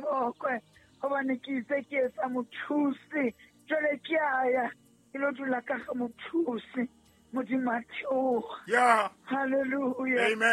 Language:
Southern Sotho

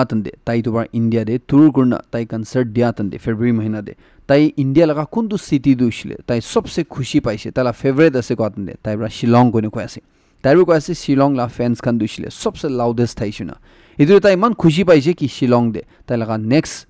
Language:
Naga Pidgin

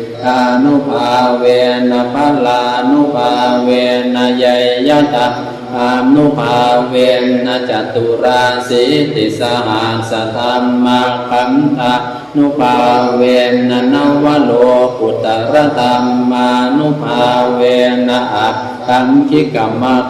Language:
Pali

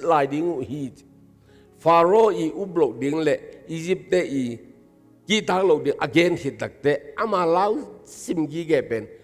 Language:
Tedim Chin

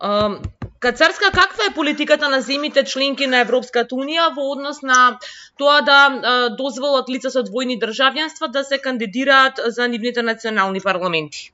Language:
Macedonian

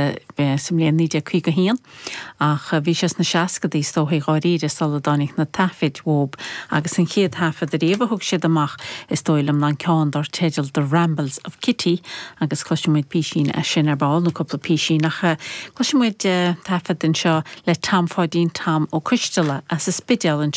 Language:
Irish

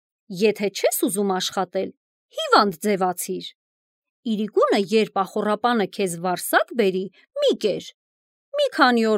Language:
Armenian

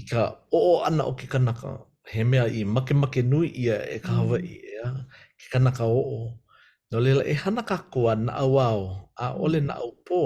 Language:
Hawaiian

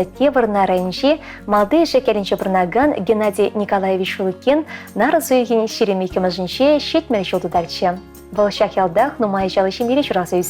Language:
Chuvash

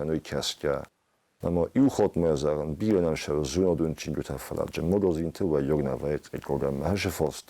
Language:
Ossetic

